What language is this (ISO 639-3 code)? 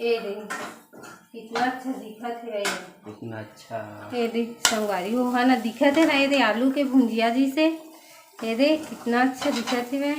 hne